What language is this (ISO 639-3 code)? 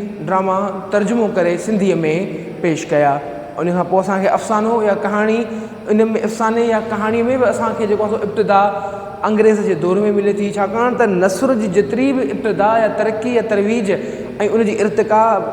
snd